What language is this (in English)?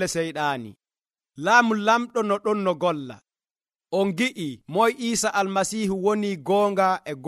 Nigerian Fulfulde